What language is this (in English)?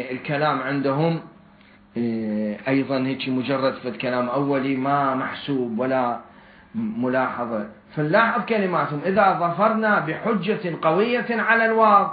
Mesopotamian Arabic